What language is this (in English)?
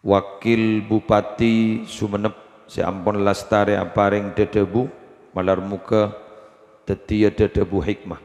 Madurese